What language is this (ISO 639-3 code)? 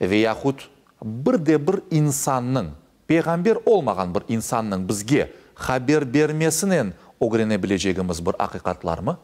crh